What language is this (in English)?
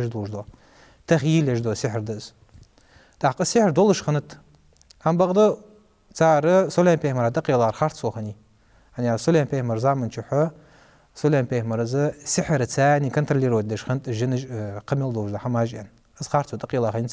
Ingush